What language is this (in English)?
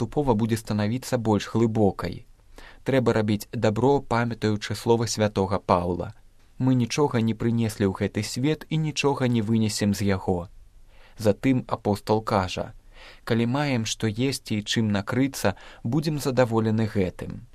Belarusian